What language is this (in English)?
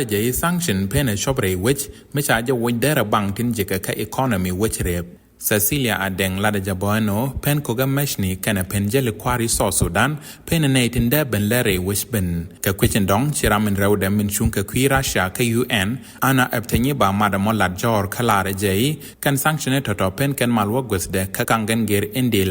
Nuer